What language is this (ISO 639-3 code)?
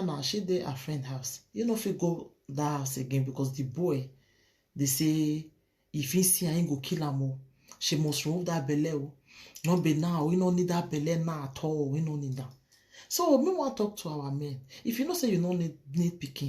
pcm